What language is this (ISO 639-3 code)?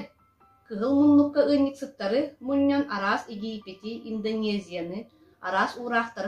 sah